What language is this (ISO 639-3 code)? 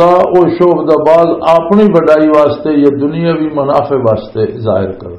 lah